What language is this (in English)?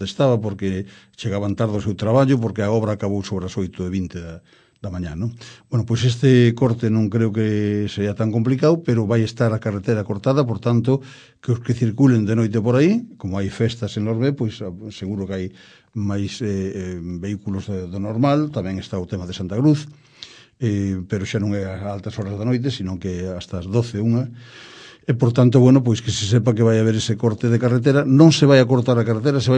Galician